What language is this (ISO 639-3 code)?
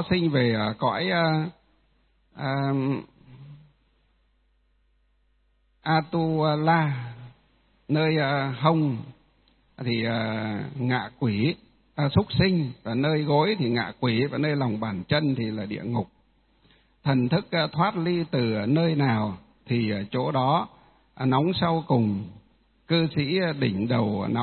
vie